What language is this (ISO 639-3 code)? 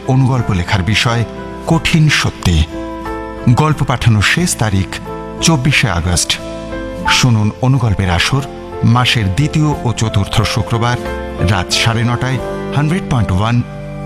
ben